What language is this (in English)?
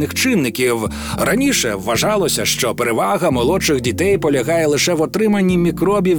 Ukrainian